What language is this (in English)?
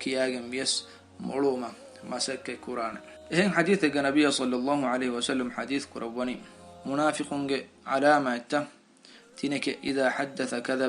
Divehi